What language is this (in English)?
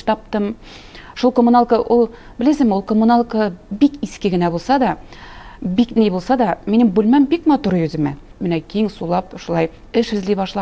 Tatar